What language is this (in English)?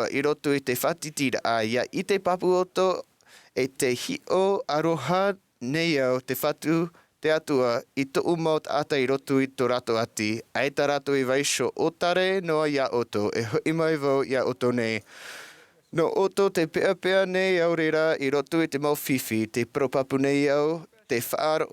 Tahitian